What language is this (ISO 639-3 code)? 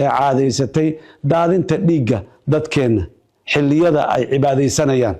som